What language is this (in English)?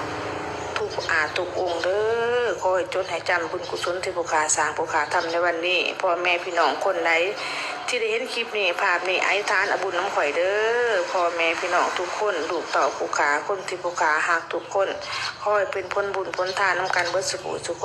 Lao